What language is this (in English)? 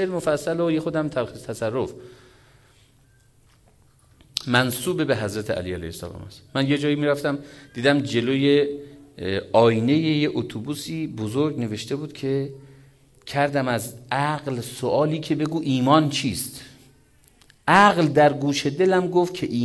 Persian